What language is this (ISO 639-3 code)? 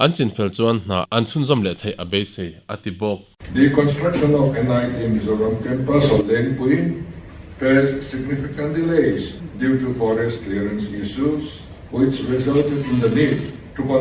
lus